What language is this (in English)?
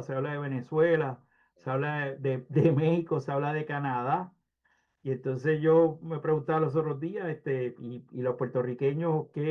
Spanish